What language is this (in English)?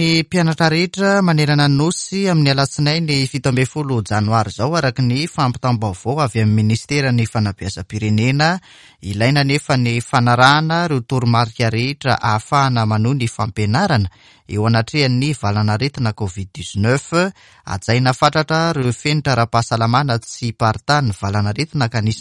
Malagasy